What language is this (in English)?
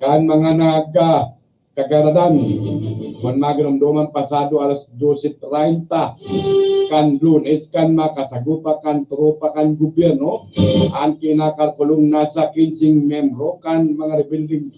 Bikol